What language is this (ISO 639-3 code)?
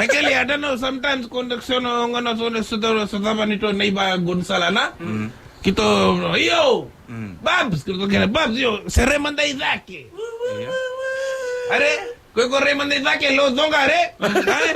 fij